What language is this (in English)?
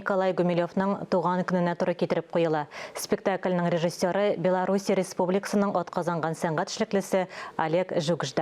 Tatar